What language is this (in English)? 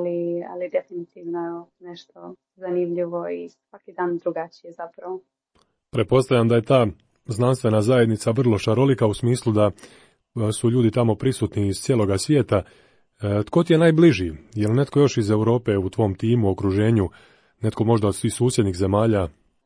Croatian